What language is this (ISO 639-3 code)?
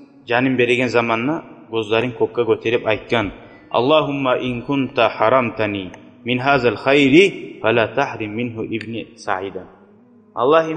kum